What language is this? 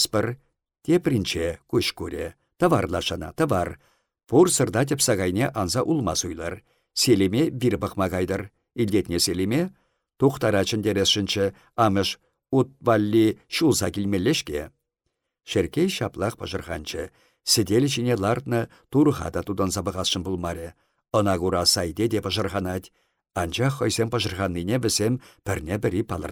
Chuvash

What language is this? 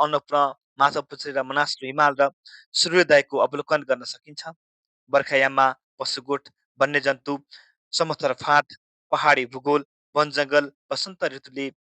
Nepali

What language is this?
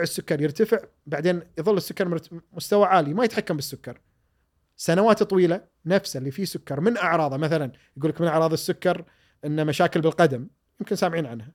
Gulf Arabic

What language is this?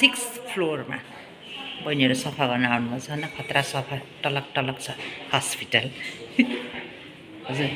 Nepali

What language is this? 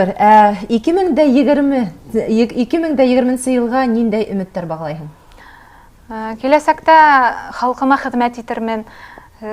Bashkir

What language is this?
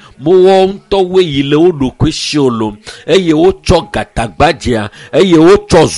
Ewe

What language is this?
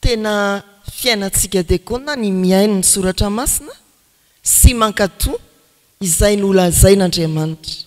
Malagasy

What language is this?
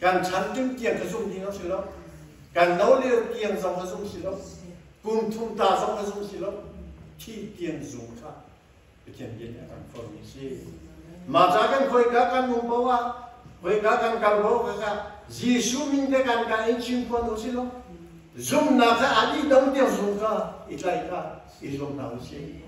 Hakha Chin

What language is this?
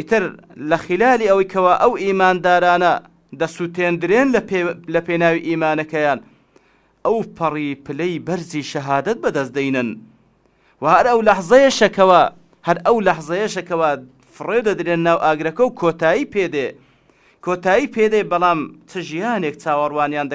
Central Kurdish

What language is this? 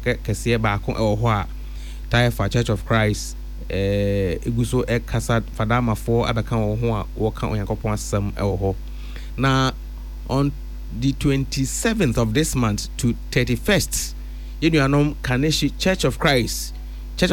Akan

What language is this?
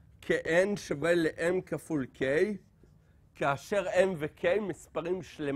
Hebrew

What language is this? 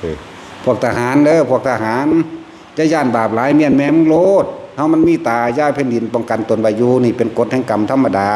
Northeastern Thai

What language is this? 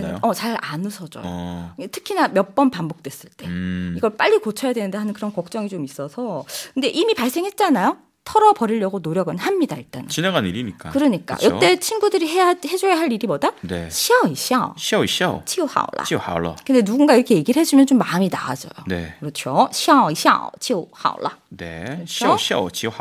Korean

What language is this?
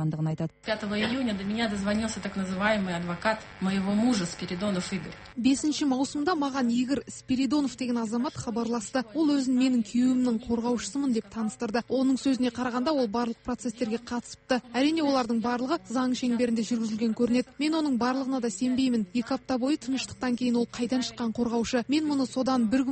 Kazakh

